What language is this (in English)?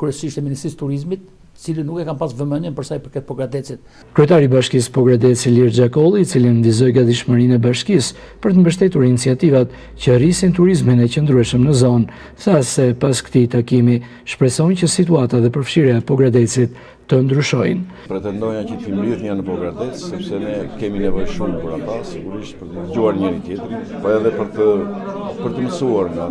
Albanian